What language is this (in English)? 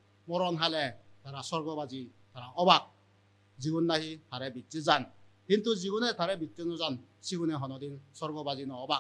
Chakma